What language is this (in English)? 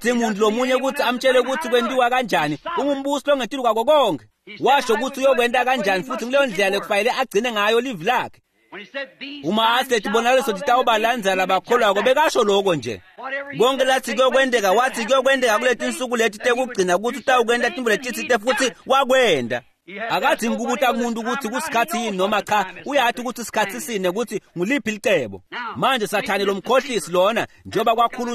Swati